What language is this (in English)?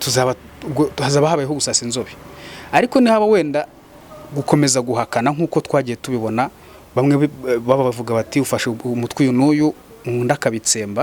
Kinyarwanda